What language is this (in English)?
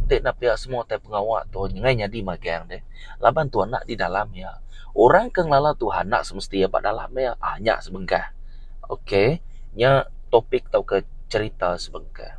Iban